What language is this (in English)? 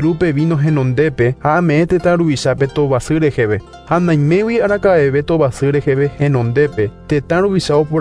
Guarani